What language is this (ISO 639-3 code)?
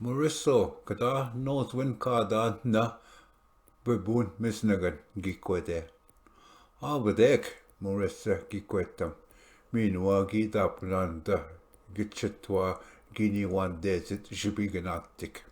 oji